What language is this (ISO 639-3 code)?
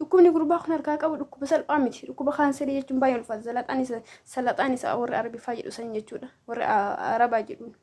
orm